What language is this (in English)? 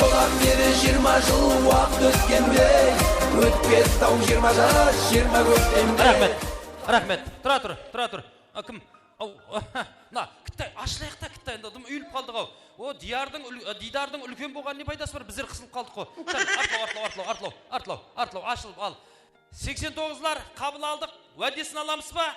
Kara-Kalpak